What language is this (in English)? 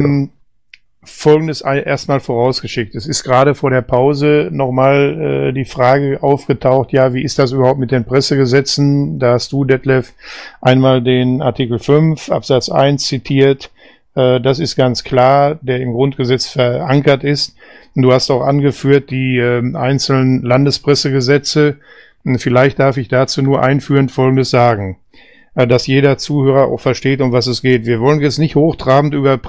German